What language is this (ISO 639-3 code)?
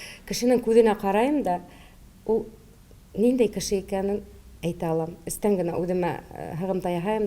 bak